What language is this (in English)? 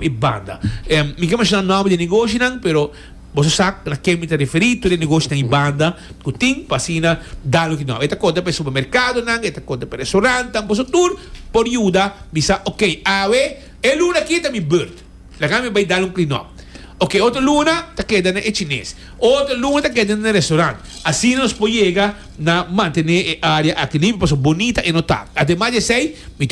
Papiamento